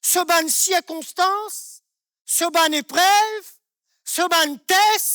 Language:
Morisyen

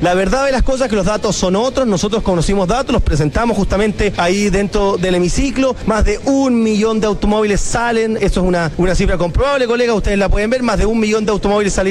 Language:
Spanish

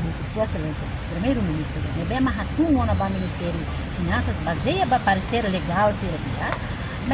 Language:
Tetum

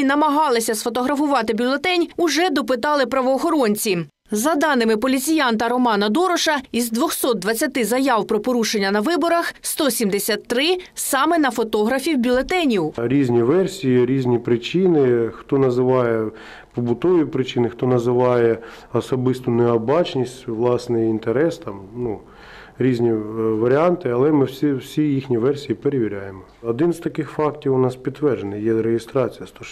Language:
Ukrainian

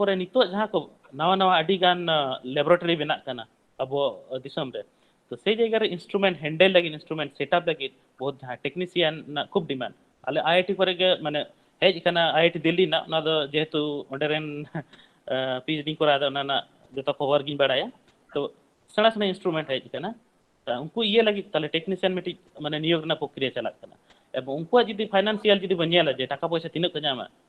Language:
Santali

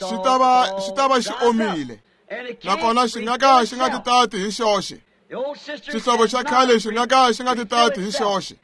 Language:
Tsonga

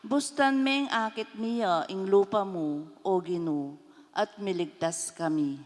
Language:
Pampanga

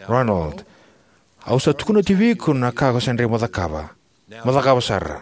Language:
Fijian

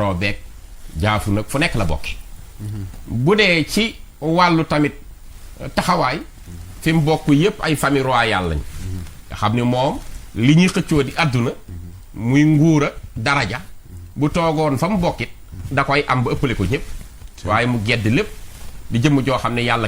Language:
Wolof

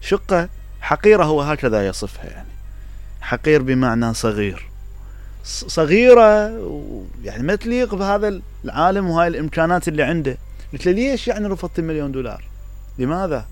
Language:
Mesopotamian Arabic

